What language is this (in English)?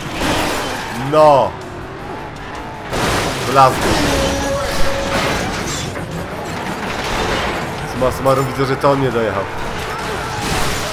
Polish